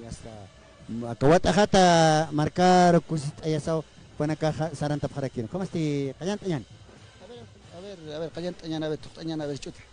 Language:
Aymara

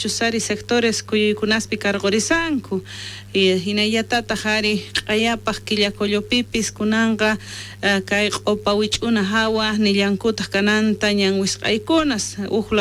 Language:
South Bolivian Quechua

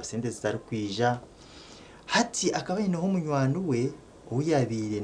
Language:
Nyankole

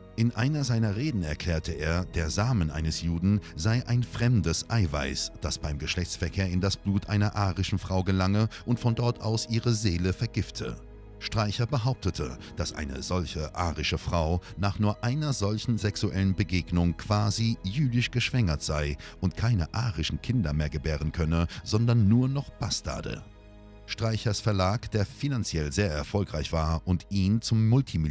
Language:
German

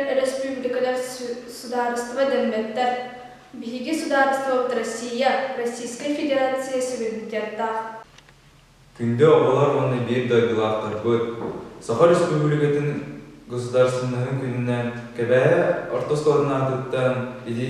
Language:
Yakut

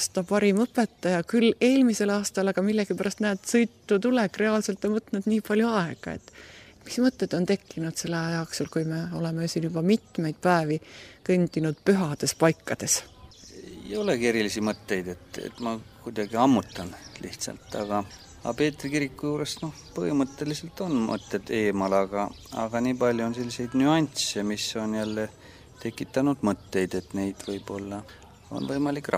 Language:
Estonian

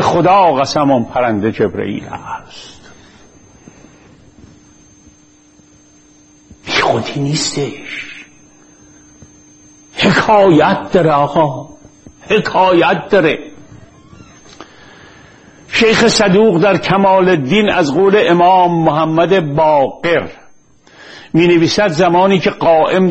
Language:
Persian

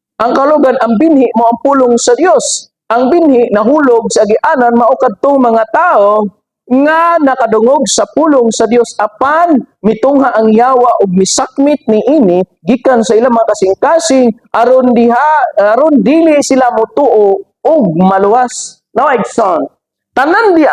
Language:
Cebuano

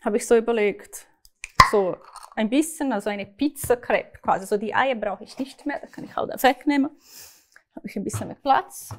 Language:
Swiss German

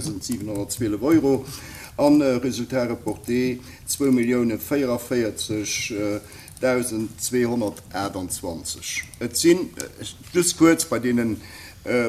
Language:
Luxembourgish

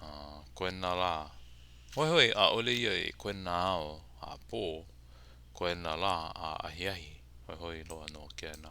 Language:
Hawaiian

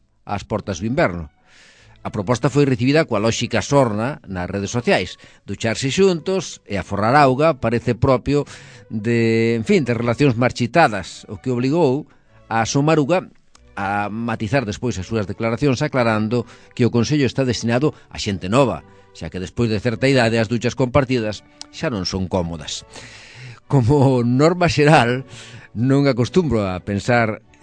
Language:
Galician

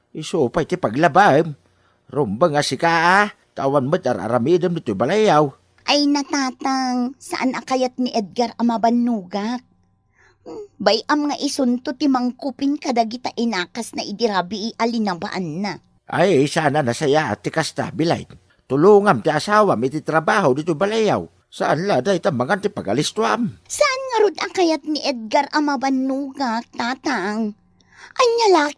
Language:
Iloko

